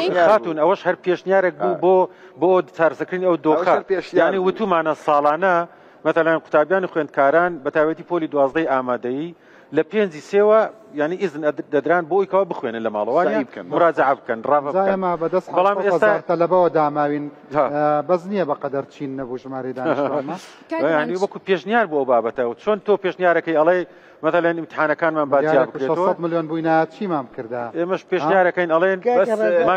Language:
Central Kurdish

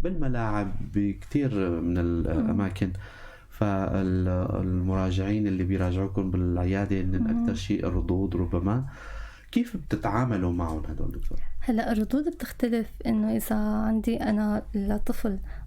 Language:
North Levantine Arabic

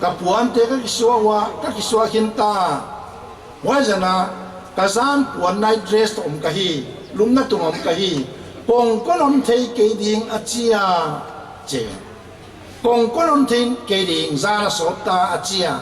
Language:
Paite Chin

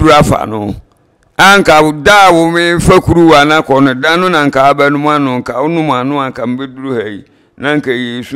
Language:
Akan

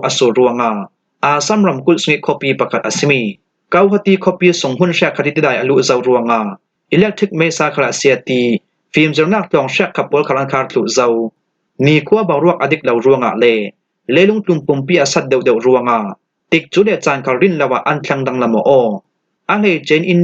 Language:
Falam Chin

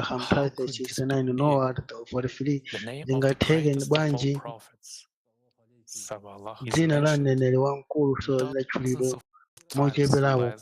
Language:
Nyanja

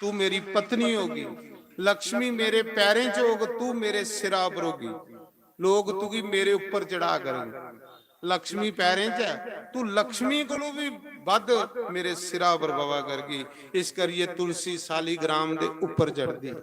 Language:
Dogri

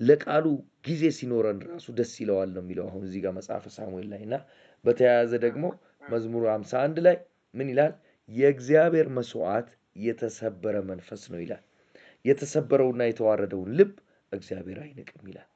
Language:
Amharic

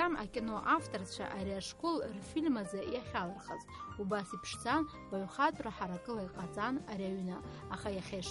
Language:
Abkhazian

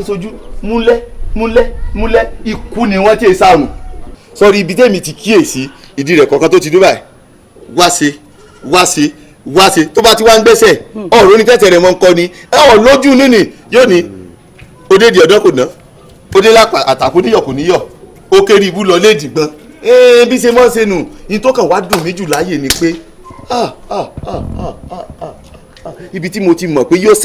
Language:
Yoruba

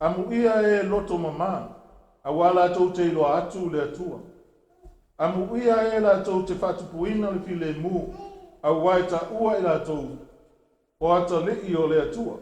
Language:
Samoan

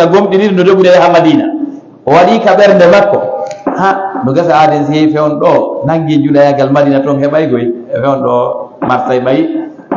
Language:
Fula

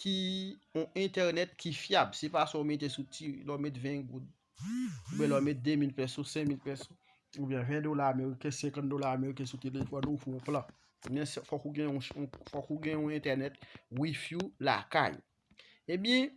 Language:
Haitian Creole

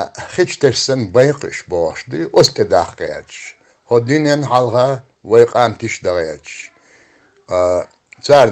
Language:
Chechen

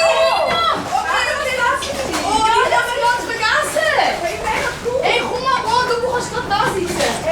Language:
Swiss German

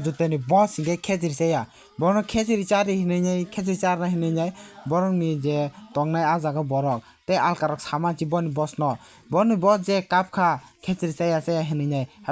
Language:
Kok Borok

